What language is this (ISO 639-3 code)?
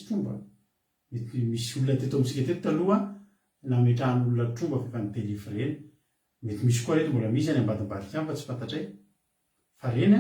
mlg